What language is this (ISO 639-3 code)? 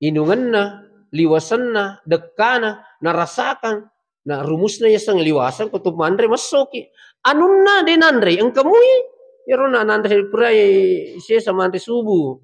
bug